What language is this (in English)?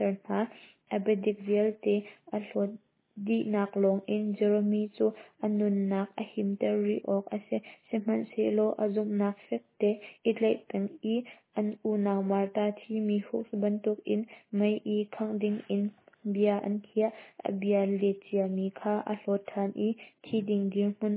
Hakha Chin